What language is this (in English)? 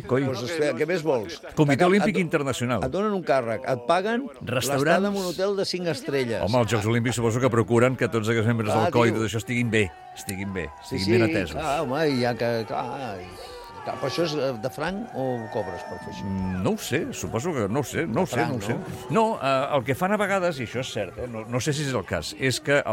Catalan